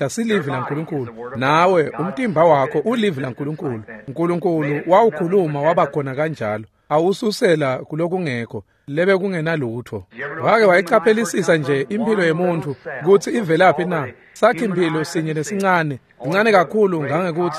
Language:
Swati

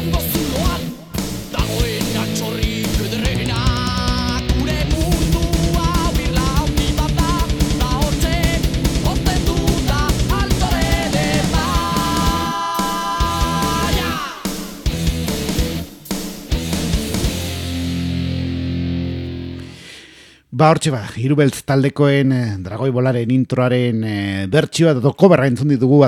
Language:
Basque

